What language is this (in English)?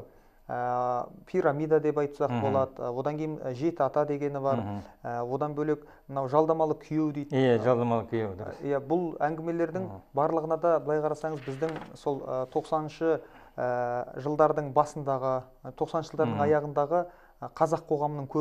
Kazakh